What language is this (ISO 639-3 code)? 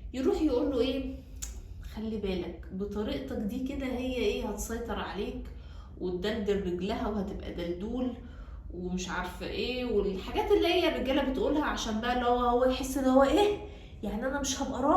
arz